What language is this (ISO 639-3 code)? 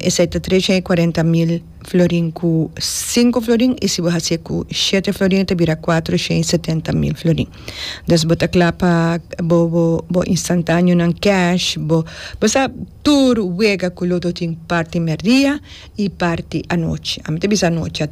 pap